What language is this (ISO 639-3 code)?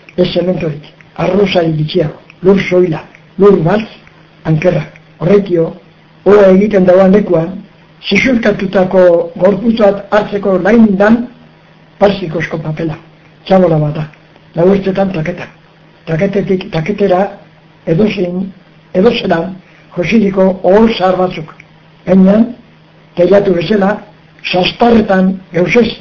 eus